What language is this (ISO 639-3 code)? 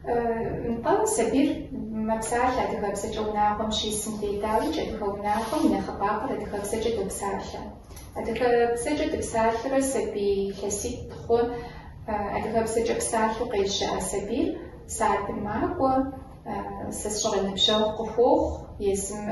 kbd